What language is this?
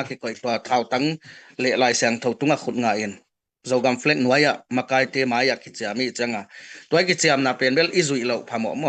Tedim Chin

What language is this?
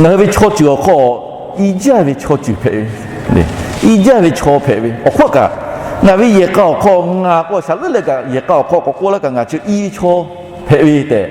Lahu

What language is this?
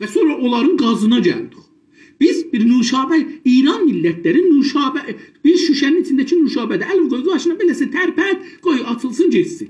South Azerbaijani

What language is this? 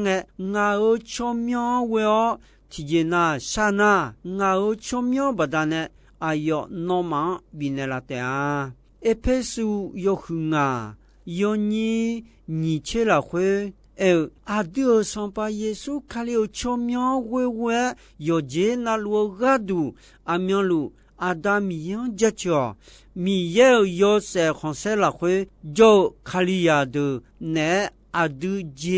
Akha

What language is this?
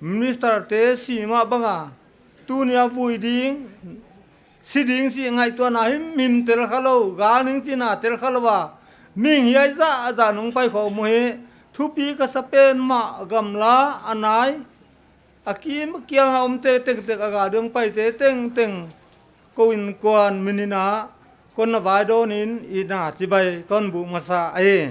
Paite Chin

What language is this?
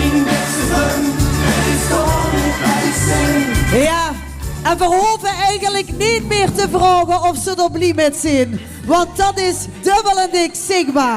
Limburgish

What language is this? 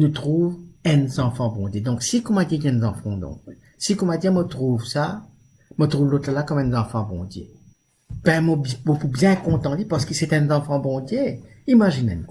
Morisyen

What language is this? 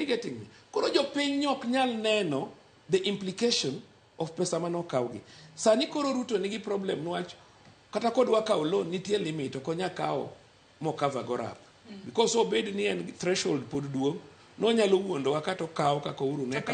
Luo (Kenya and Tanzania)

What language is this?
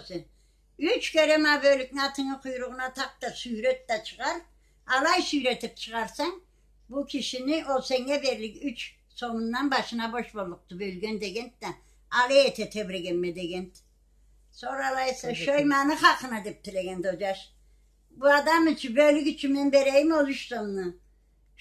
Karachay-Balkar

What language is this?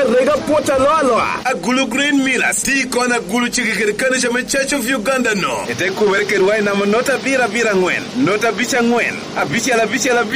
Lango (Uganda)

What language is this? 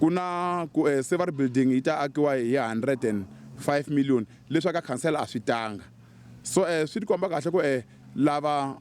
Tsonga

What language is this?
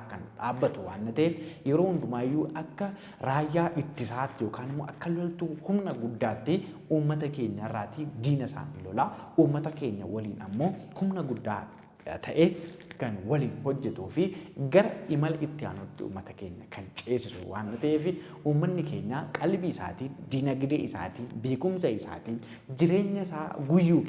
Oromo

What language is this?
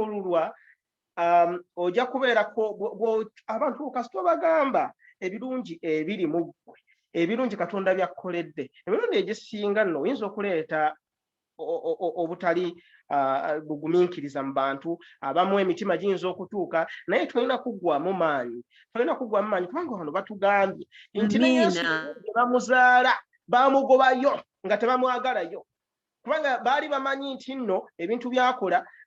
Ganda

